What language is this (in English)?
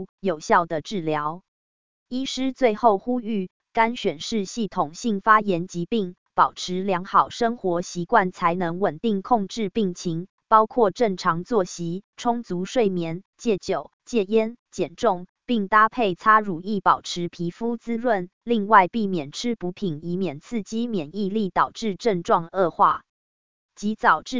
Chinese